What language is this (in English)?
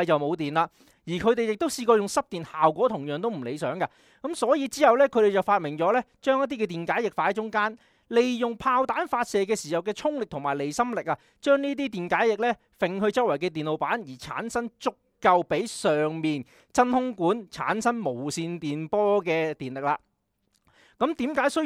Cantonese